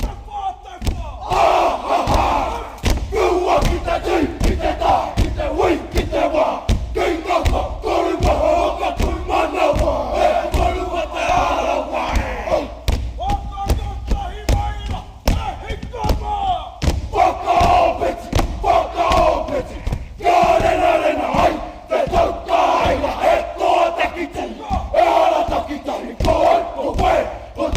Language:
Māori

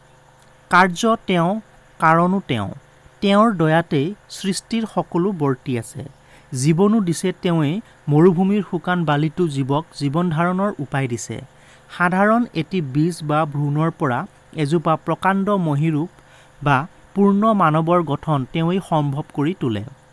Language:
Assamese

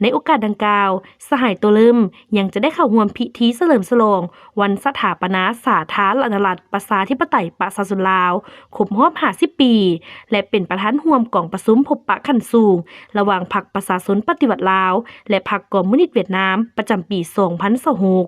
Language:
Lao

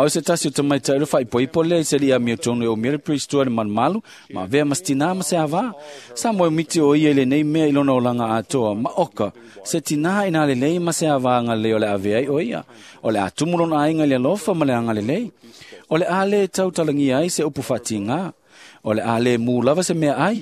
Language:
Samoan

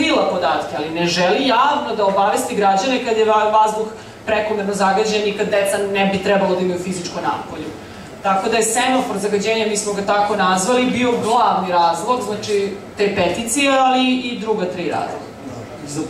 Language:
Serbian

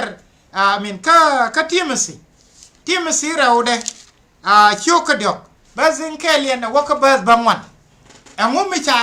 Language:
Nuer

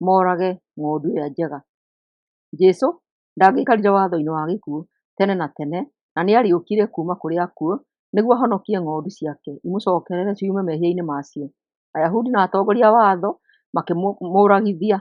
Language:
Kikuyu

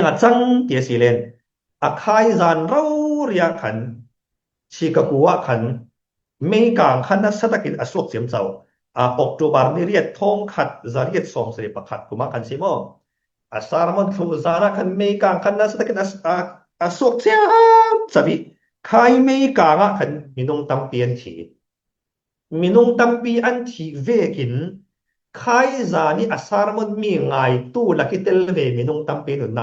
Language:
Falam Chin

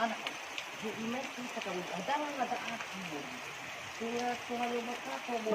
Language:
Nias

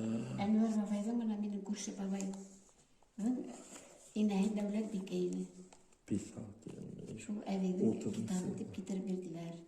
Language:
Bashkir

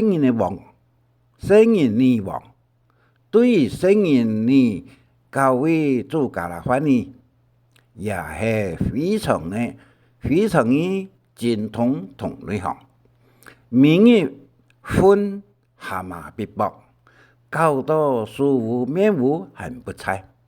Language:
Hakka Chinese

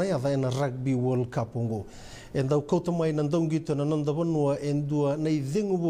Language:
Fijian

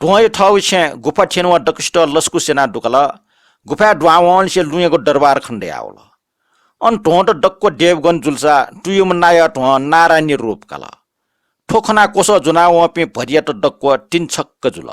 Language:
Newari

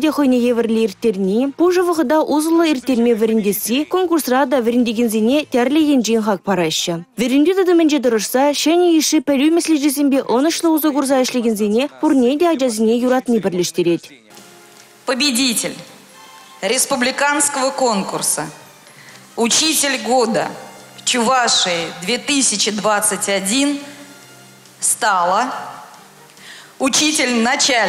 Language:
Chuvash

